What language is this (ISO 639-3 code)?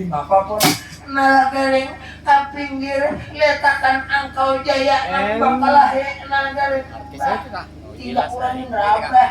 bjn